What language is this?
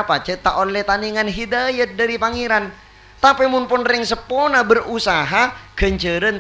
Madurese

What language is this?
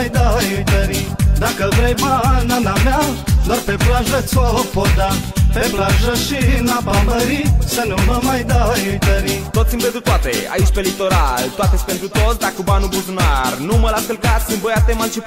Romanian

